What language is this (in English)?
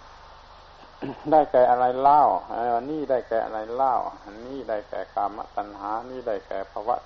Thai